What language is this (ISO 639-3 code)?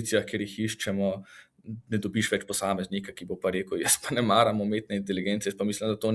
slv